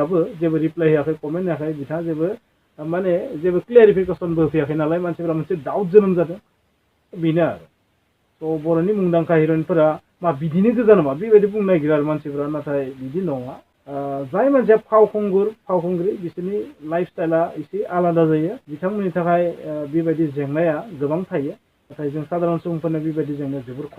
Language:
Bodo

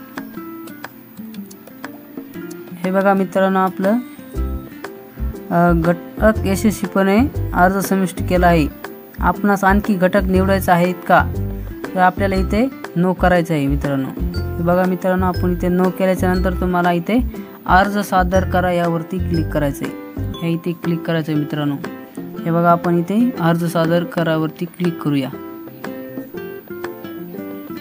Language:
Marathi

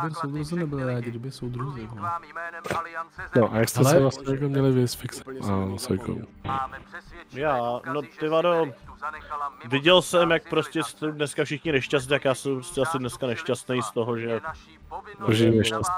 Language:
Czech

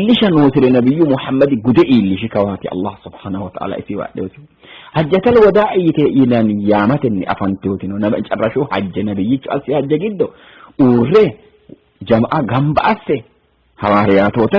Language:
Sidamo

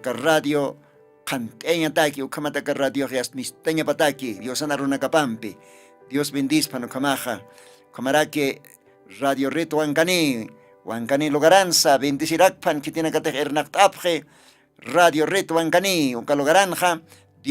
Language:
Aymara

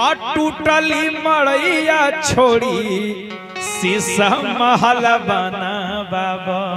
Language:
Magahi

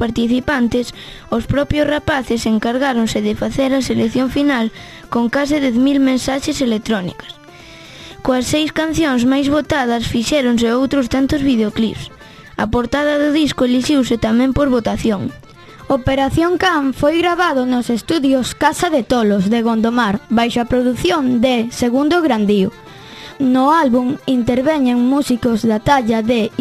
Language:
Galician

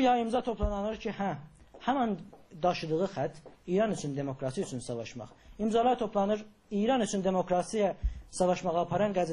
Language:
South Azerbaijani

